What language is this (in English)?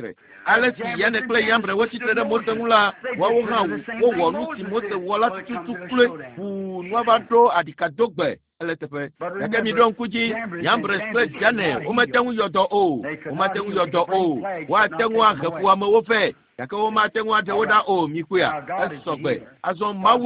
Ewe